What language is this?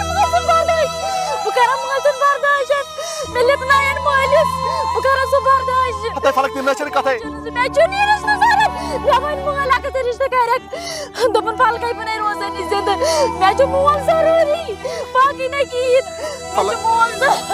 Kashmiri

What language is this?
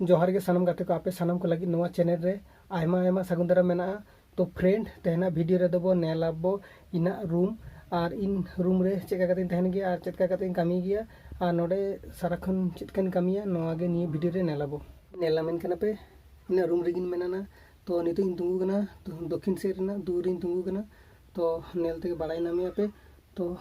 Santali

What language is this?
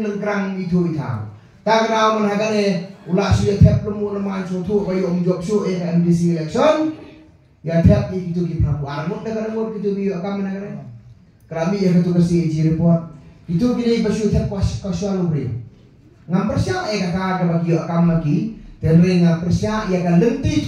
Khasi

